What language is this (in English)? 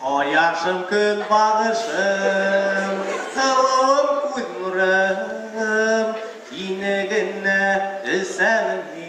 Bashkir